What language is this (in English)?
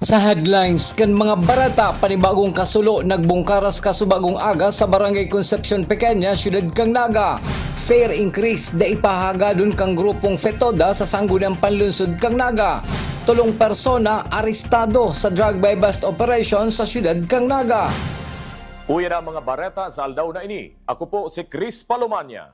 Bikol